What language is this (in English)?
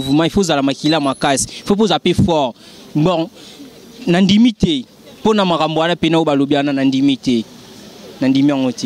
Lingala